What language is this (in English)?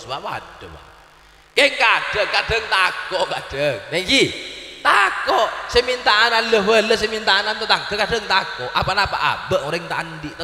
Madurese